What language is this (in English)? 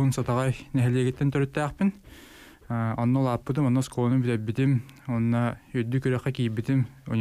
Yakut